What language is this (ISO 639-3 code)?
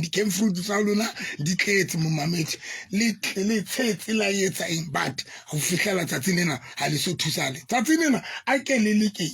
sot